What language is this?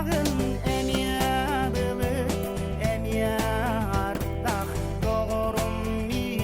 Yakut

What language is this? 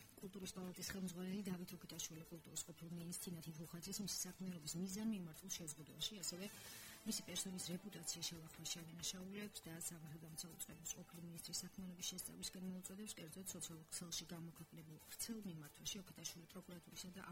Georgian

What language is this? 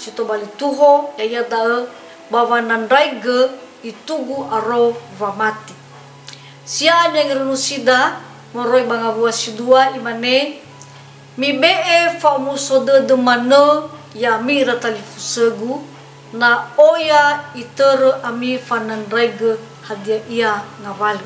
Nias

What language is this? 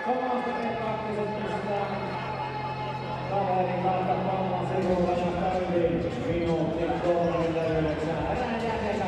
Finnish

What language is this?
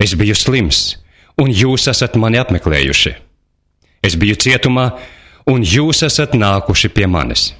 Latvian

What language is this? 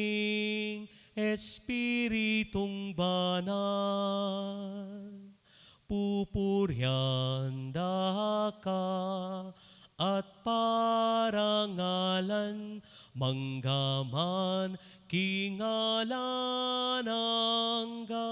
Pampanga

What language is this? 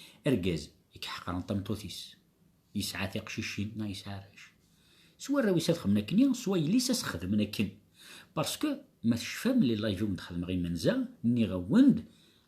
Kabyle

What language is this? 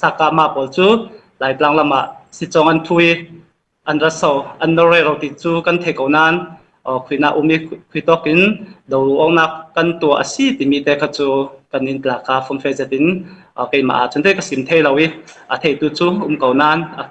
Falam Chin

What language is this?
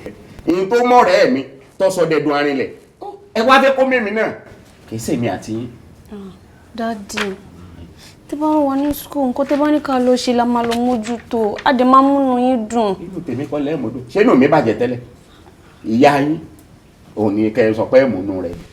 Yoruba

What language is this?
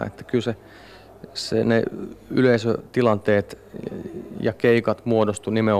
Finnish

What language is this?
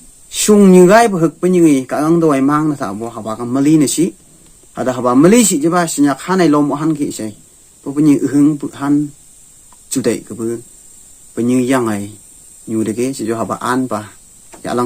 Phom Naga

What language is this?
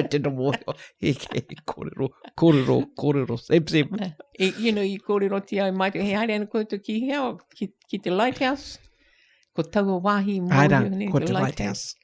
Māori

